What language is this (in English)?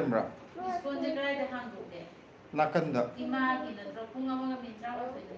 Manipuri